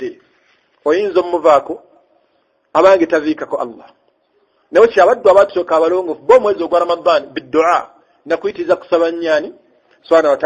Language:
Ganda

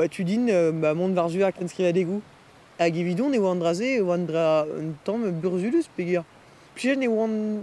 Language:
Breton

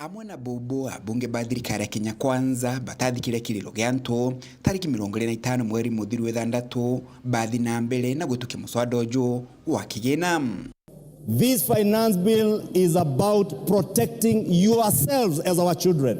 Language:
Meru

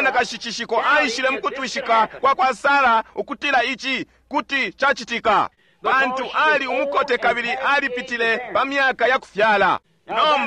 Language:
Bemba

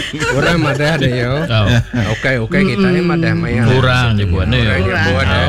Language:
Iban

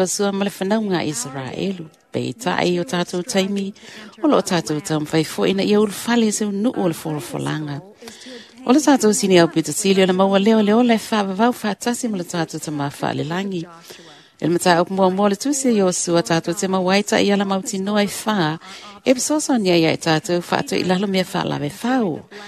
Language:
Samoan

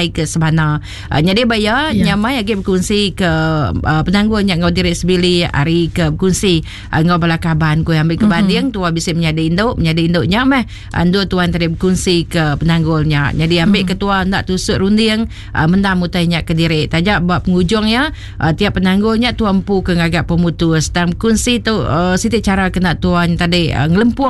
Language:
Iban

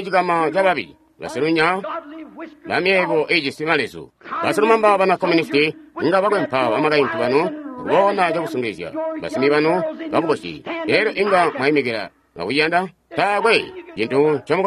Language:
Tonga (Zambia)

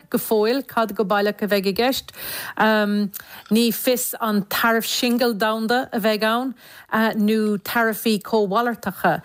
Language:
Irish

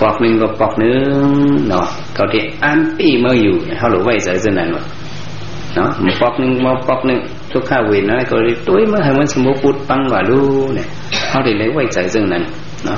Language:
Shan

